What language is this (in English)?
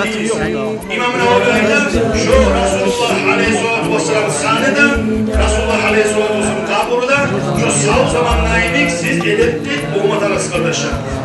Kumyk